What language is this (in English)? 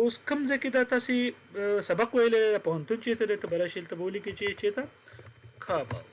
Pashto